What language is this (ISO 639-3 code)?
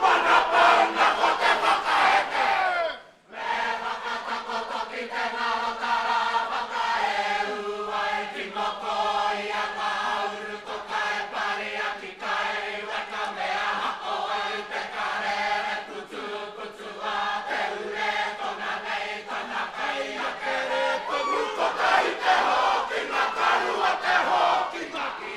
mri